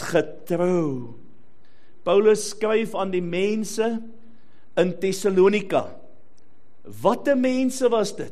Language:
Afrikaans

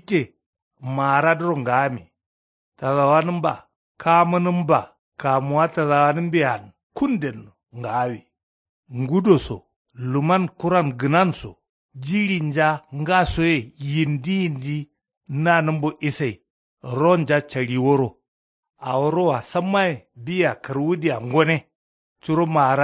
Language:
Kanuri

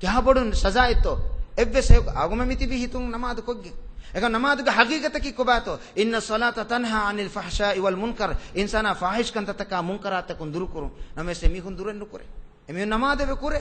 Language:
Divehi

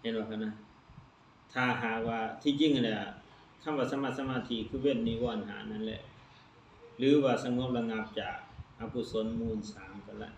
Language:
Lao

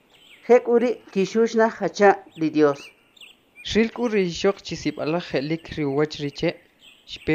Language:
Kʼicheʼ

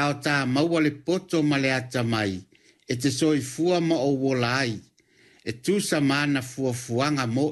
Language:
Samoan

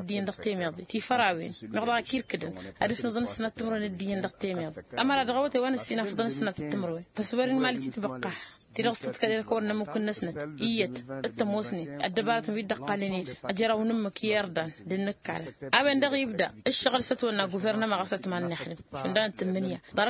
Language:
Tamasheq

